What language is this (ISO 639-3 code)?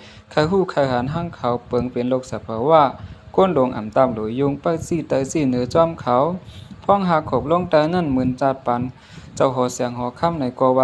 shn